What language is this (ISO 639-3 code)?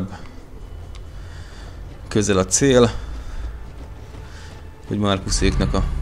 hun